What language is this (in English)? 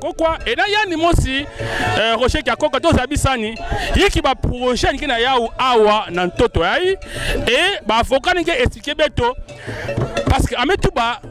Kituba (Democratic Republic of Congo)